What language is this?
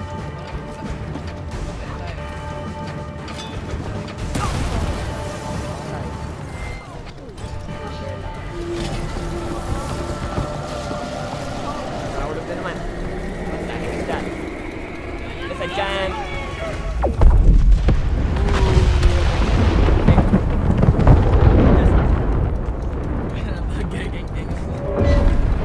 Filipino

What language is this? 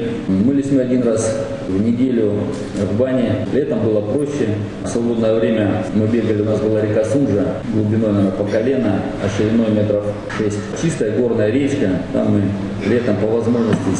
Russian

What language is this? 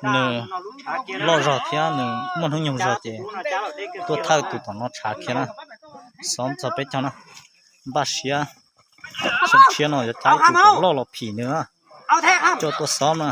Hmong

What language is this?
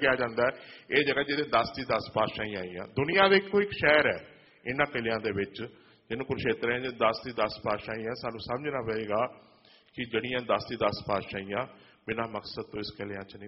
Punjabi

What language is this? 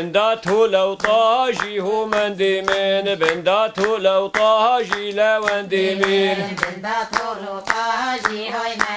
Kurdish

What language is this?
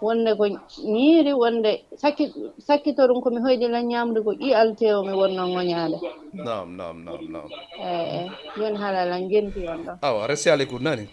Fula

